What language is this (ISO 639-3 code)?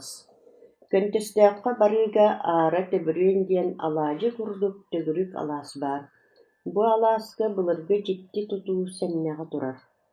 sah